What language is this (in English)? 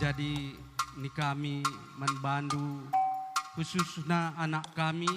Batak Karo